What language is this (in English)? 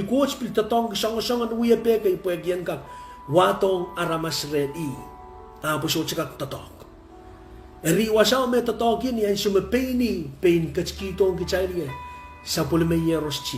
Pohnpeian